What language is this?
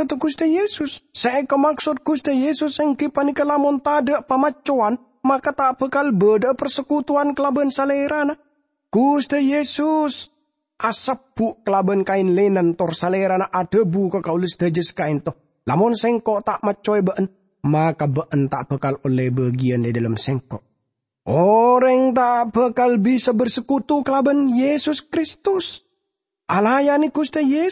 Madurese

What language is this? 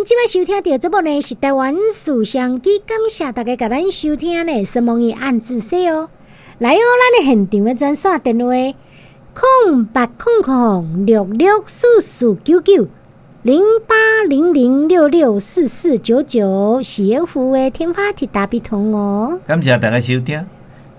Min Nan Chinese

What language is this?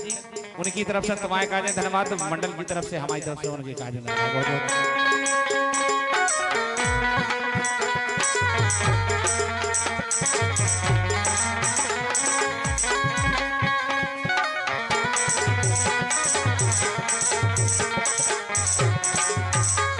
Bundeli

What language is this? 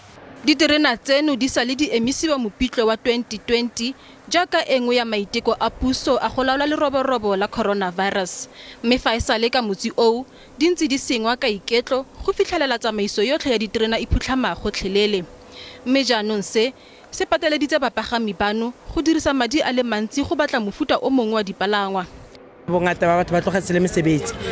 Tswana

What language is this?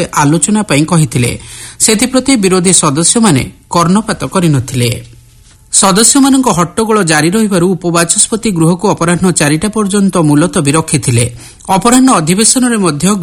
Odia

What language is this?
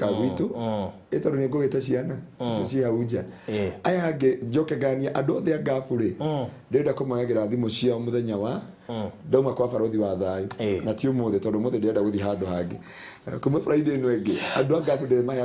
Kikuyu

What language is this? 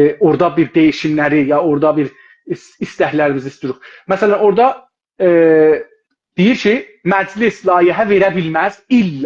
South Azerbaijani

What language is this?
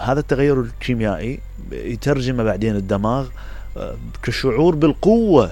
Mesopotamian Arabic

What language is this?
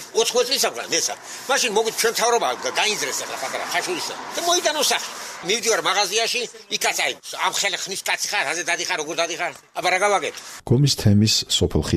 Georgian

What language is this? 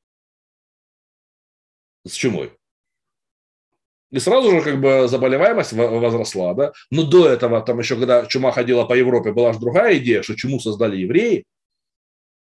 Russian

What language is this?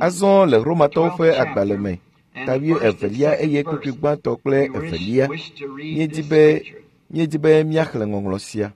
Ewe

